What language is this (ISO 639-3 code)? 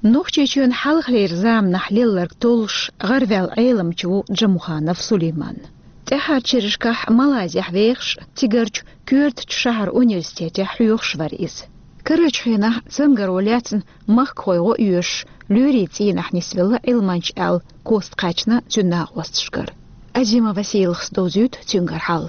che